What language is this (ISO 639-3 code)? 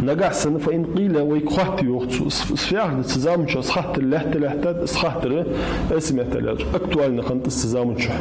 inh